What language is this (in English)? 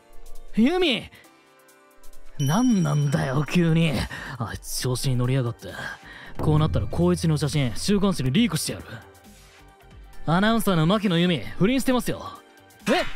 Japanese